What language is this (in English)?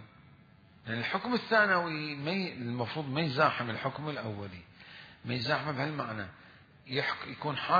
Mesopotamian Arabic